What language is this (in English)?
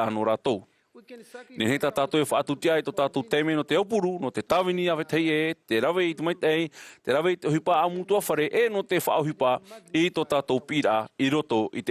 Tahitian